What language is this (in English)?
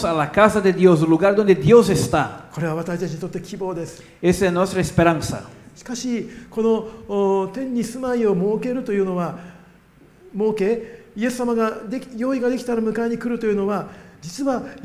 Japanese